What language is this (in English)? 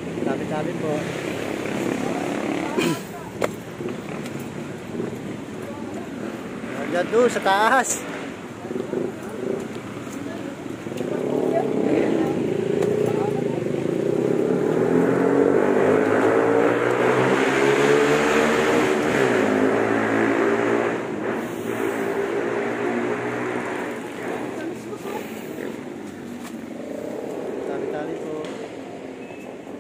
Filipino